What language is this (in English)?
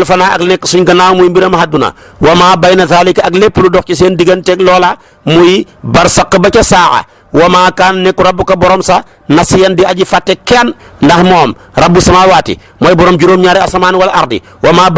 Wolof